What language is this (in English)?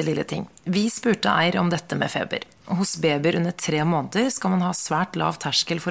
Norwegian